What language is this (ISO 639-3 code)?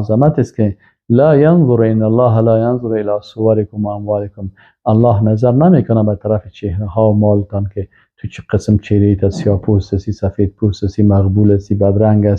fas